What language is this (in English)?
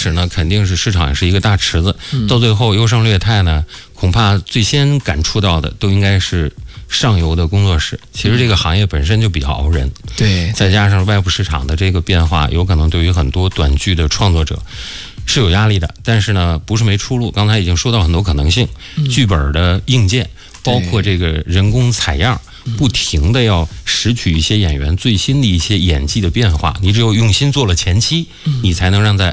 Chinese